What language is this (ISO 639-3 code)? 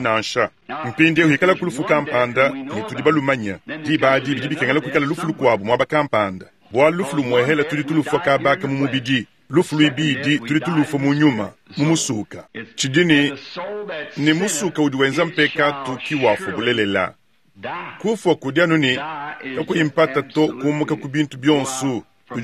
lua